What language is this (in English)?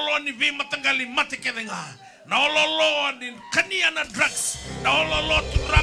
Fijian